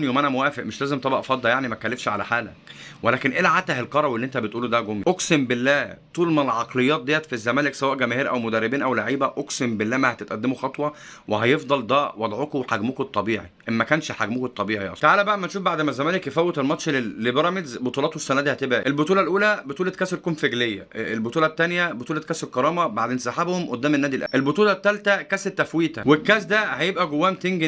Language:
Egyptian Arabic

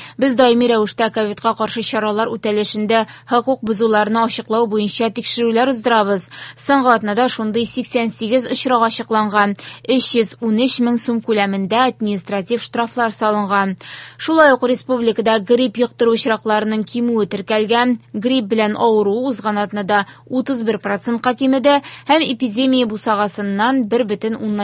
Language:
Tatar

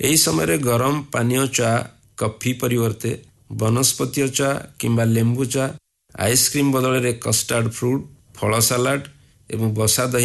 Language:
Odia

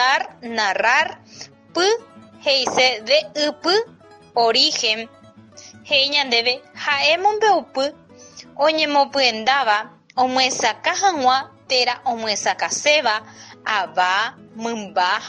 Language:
Guarani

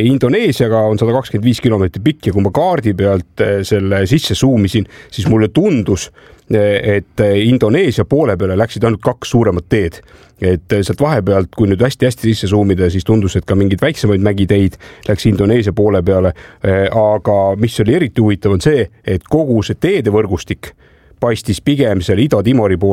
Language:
Estonian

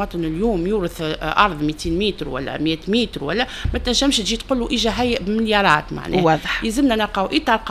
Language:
Tunisian Arabic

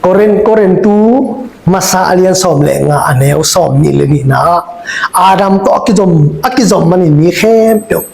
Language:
Tedim Chin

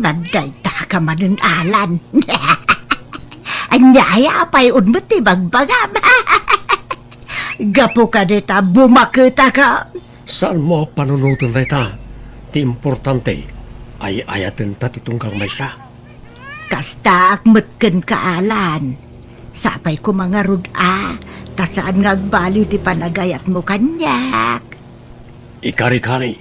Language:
Iloko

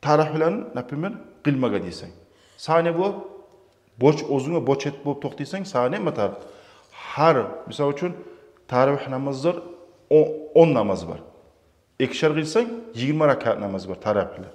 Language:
Kumyk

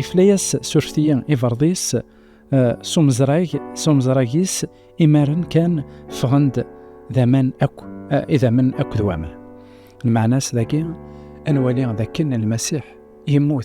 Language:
Kabyle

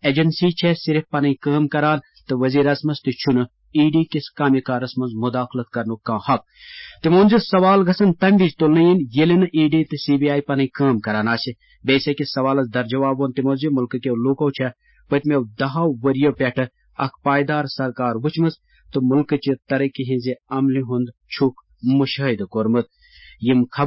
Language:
Kashmiri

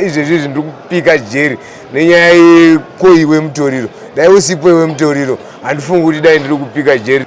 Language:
Shona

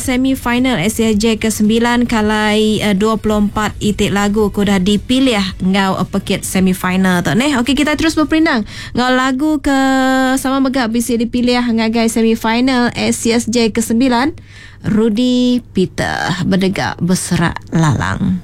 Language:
Iban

